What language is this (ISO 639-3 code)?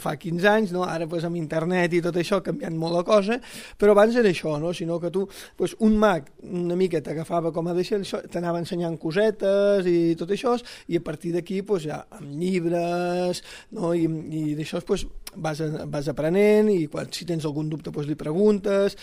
cat